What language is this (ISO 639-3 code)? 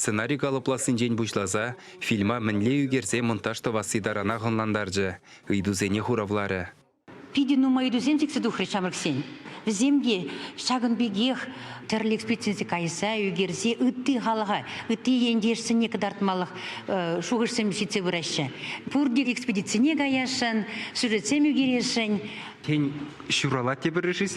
chv